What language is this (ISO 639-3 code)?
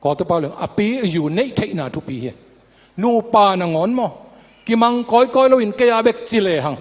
ctd